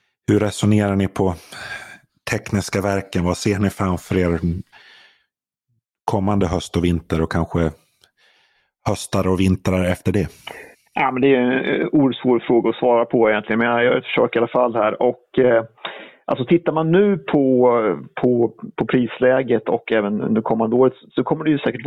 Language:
Swedish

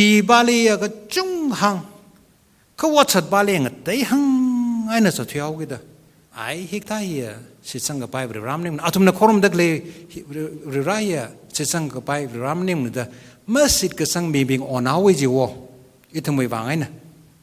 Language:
Tangkhul Naga (India)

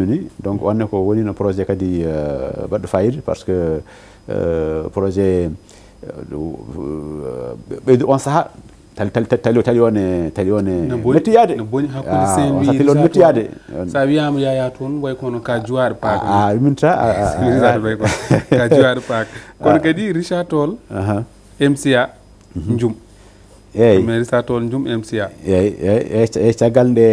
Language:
Fula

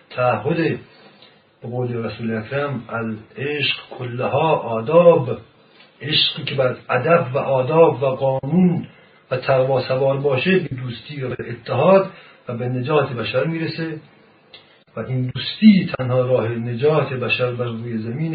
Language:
Persian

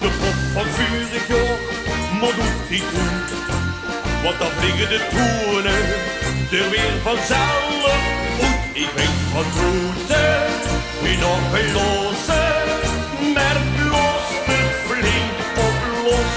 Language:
Limburgish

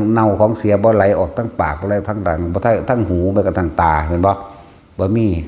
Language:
Northeastern Thai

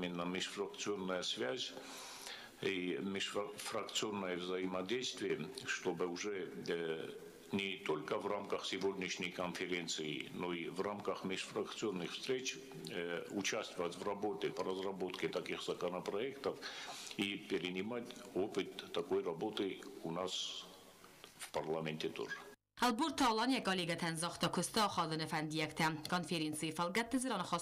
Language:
Ossetic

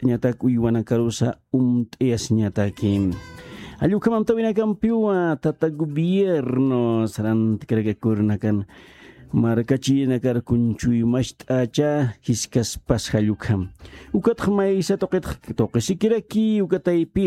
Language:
Aymara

